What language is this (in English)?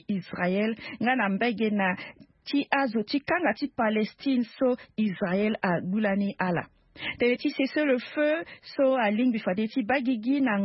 Sango